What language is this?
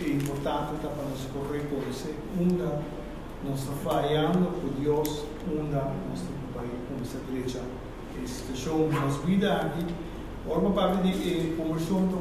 Papiamento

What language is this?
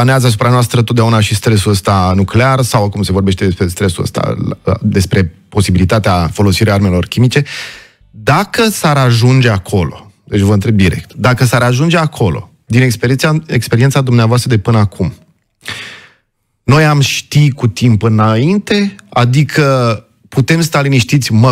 Romanian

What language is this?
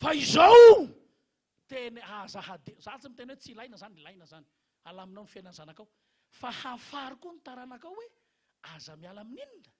Malagasy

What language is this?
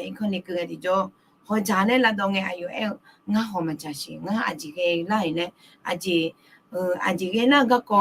Akha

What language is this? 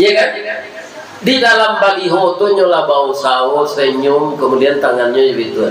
Minangkabau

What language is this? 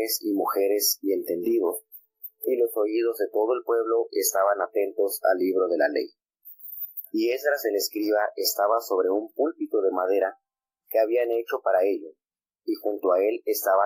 Spanish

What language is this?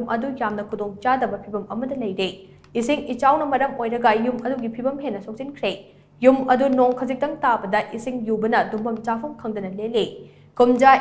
Manipuri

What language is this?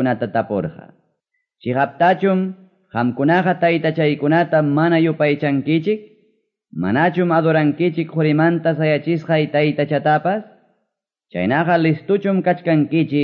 Quechua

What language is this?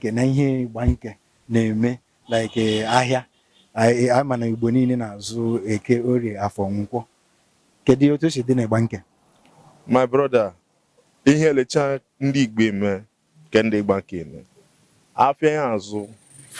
Igbo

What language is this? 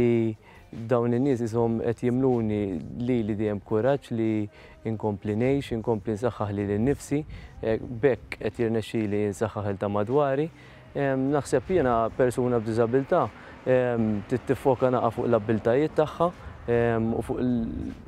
Maltese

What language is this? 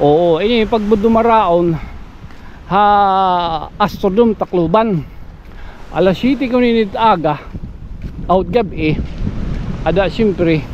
Waray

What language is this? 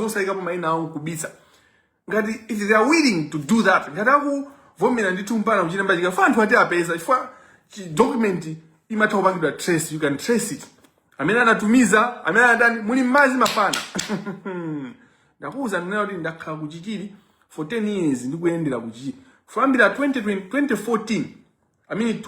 Nyanja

